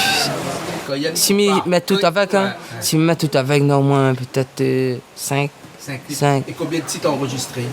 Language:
Réunion Creole French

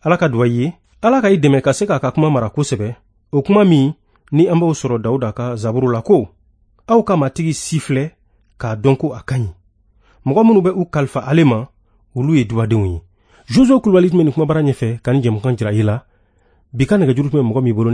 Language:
Bambara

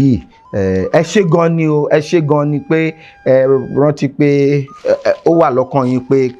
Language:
Yoruba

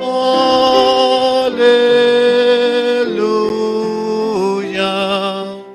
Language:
Aymara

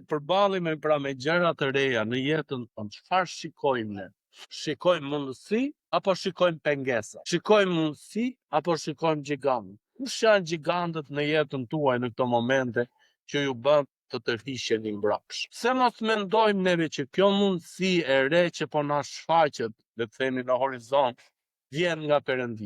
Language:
Albanian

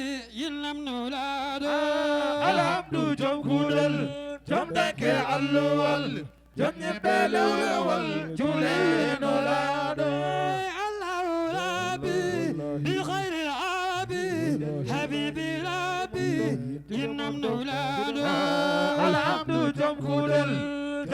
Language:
Fula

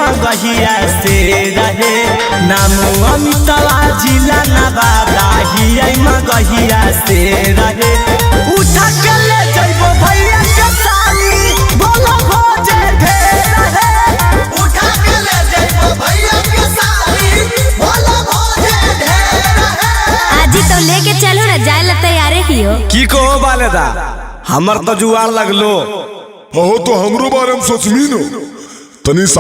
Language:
Magahi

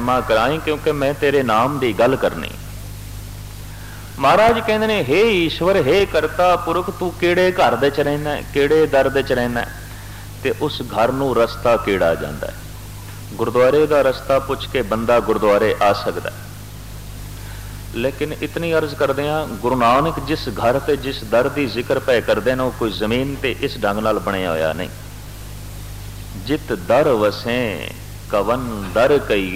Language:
Punjabi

